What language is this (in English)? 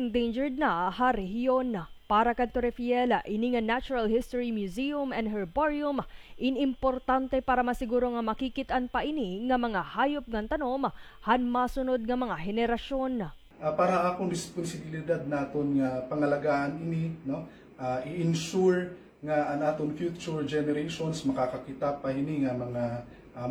Waray